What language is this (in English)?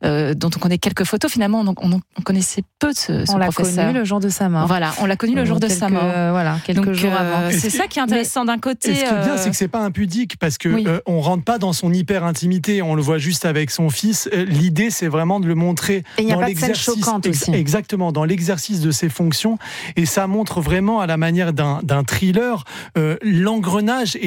French